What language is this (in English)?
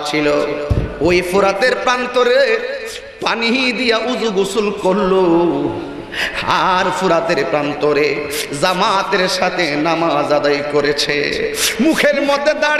Bangla